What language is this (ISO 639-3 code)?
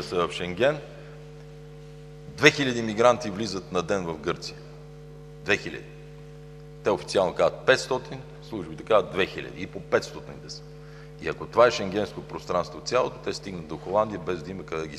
bul